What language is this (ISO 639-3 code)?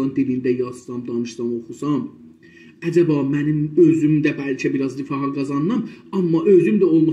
azb